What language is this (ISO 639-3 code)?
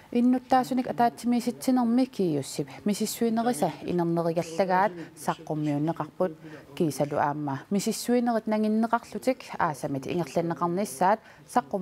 kal